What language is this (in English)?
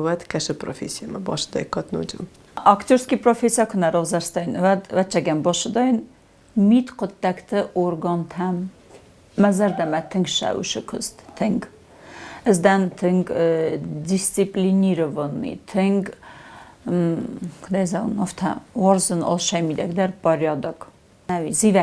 Ossetic